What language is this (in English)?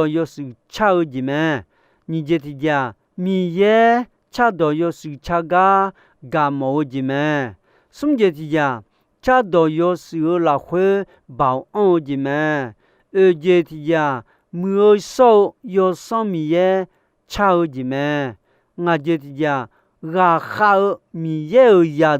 Akha